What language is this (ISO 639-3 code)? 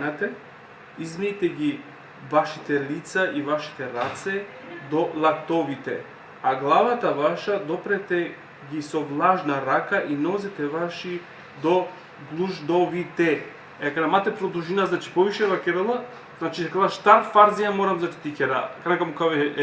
rmn